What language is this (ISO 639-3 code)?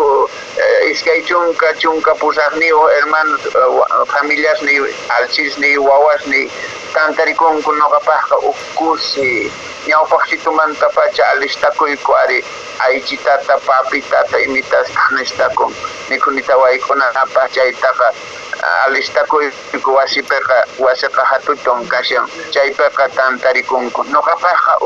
que